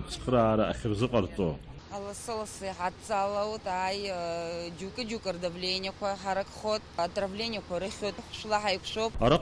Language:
Abkhazian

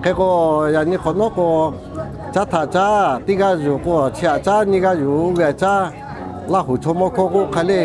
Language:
Lahu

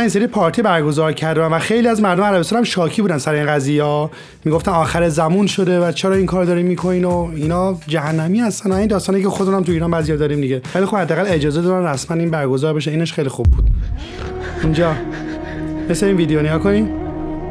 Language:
Persian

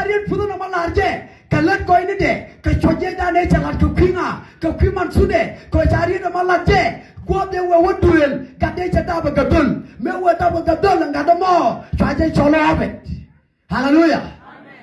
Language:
Nuer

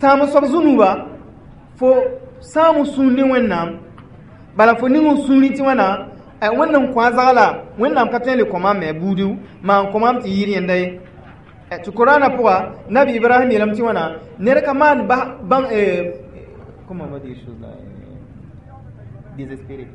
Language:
Mossi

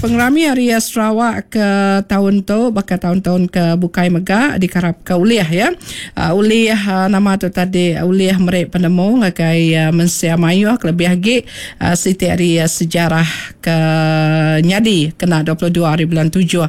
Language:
Iban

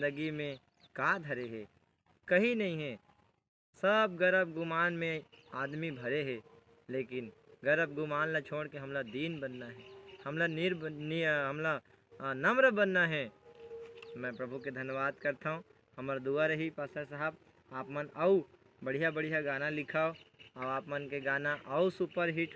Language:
Chhattisgarhi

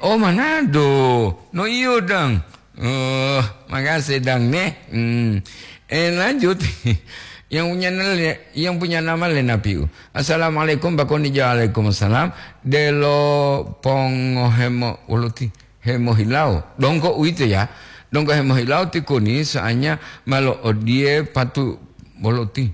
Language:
Gorontalo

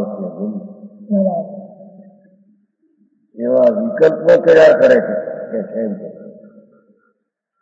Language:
Gujarati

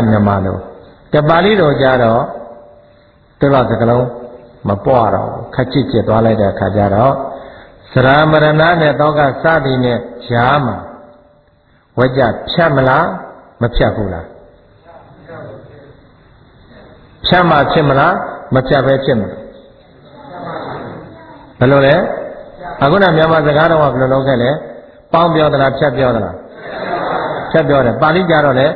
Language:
Burmese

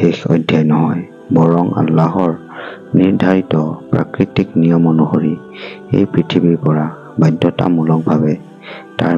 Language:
Assamese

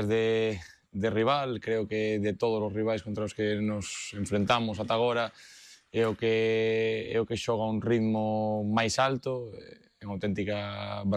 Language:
Galician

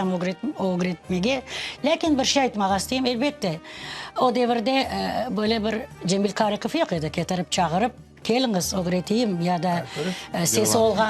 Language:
Crimean Tatar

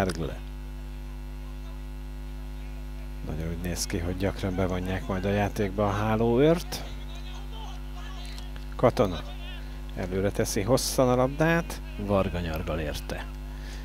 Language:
Hungarian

